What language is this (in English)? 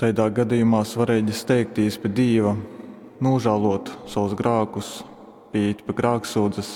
Latgalian